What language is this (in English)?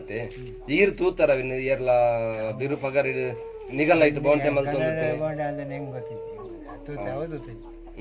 Tulu